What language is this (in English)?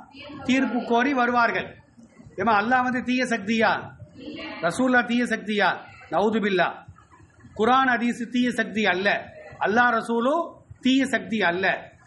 Tamil